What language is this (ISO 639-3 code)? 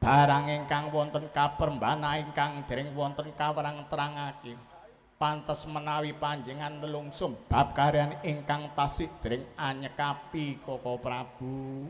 jav